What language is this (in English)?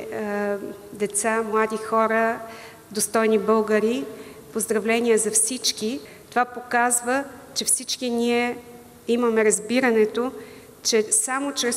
Bulgarian